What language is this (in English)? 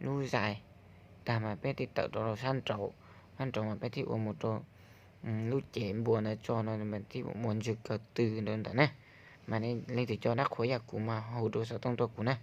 Hmong